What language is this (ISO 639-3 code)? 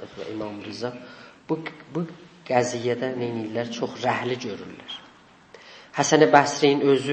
azb